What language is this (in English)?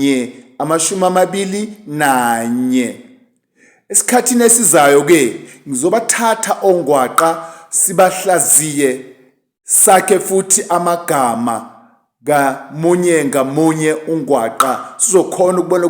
Zulu